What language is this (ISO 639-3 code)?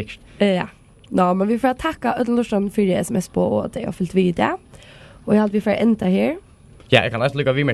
fao